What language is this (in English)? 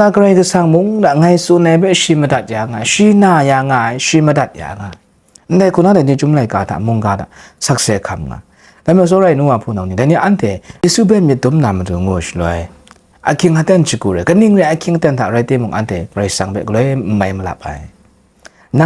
Kachin